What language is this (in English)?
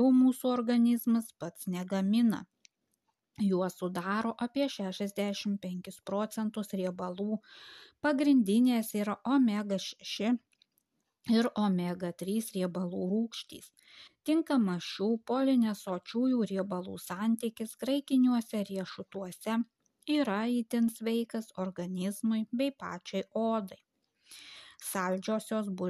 Lithuanian